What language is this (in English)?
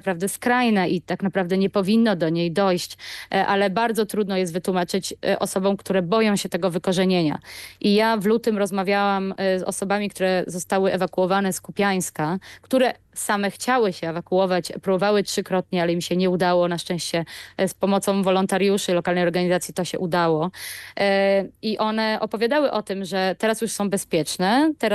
Polish